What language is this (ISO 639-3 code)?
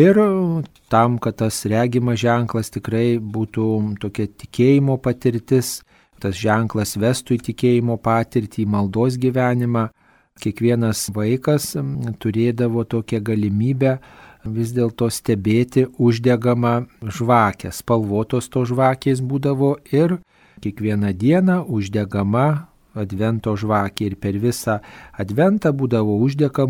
lit